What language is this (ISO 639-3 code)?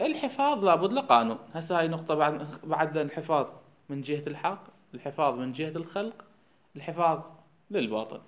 acm